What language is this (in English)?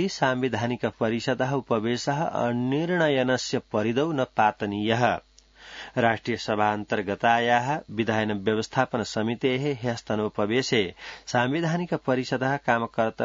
Sanskrit